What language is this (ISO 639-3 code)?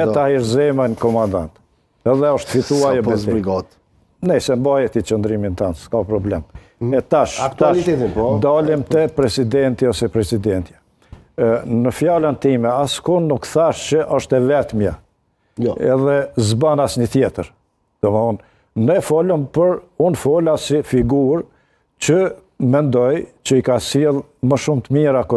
sqi